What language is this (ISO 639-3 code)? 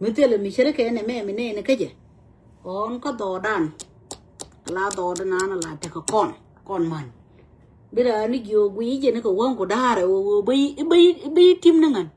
nus